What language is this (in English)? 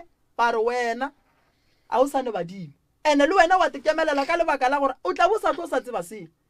Northern Sotho